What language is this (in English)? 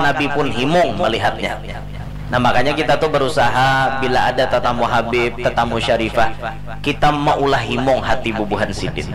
Banjar